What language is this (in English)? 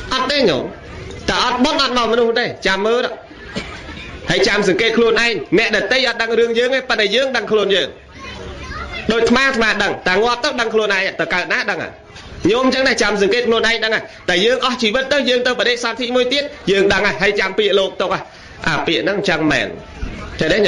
Khmer